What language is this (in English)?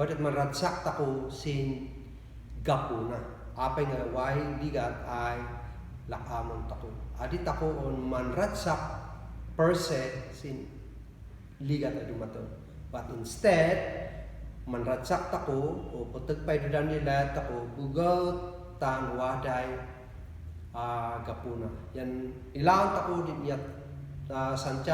Kankanaey